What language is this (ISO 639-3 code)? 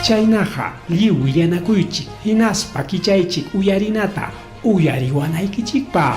quy